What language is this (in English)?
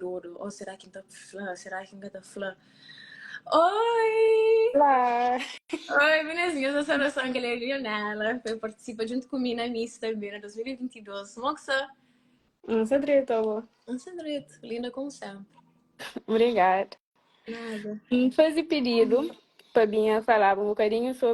Kabuverdianu